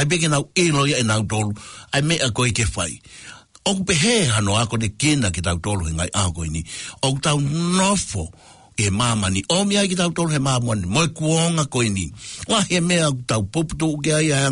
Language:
Tongan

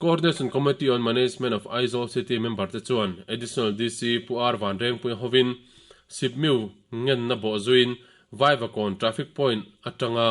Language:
Mizo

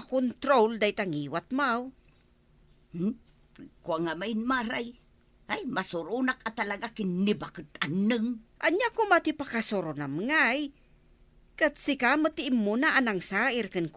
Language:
Iloko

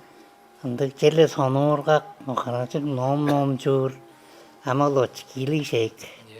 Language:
Tuvinian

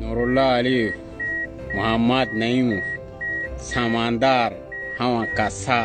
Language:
Tajik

